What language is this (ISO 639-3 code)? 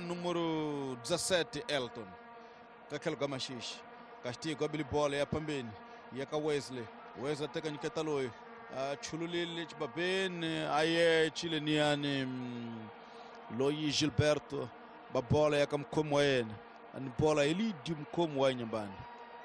tso